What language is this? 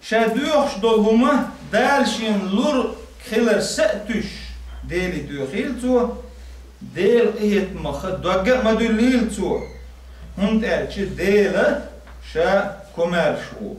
Chechen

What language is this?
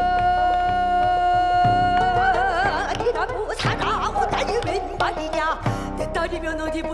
Korean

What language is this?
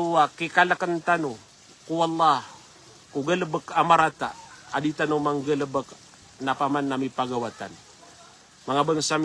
Maranao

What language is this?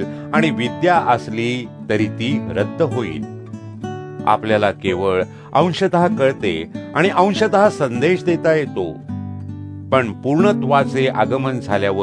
Marathi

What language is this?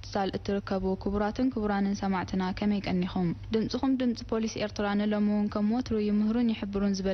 Tigrinya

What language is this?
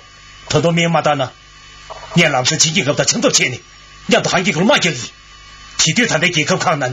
Tibetan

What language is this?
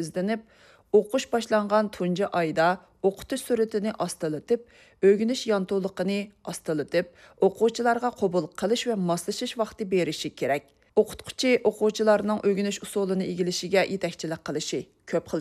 Uyghur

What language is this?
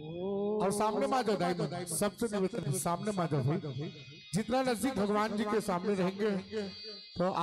Chhattisgarhi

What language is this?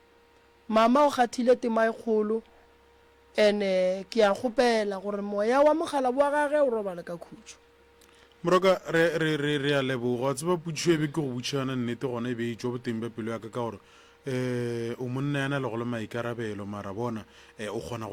Northern Sotho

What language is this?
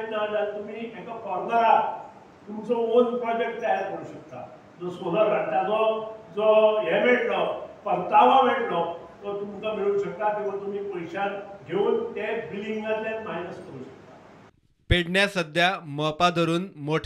Konkani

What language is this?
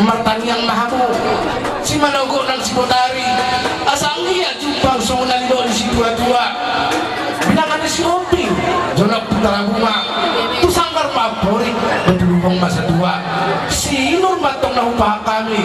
Batak Toba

